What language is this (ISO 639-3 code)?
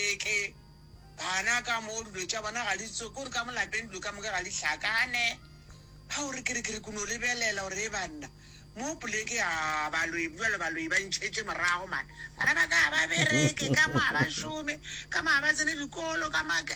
nso